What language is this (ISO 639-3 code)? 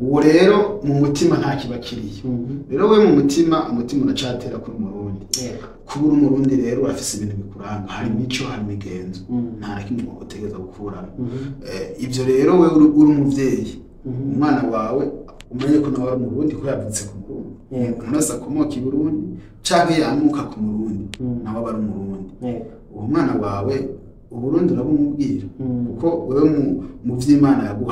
run